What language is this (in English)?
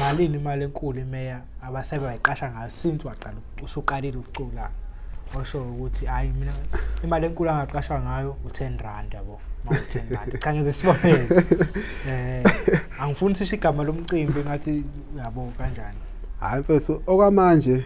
Zulu